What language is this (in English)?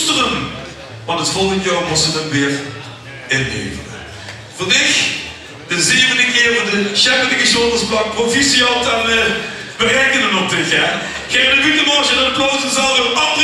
Limburgish